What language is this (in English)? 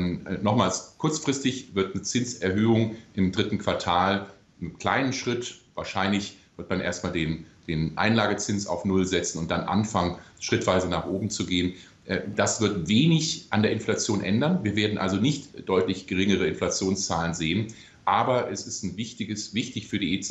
German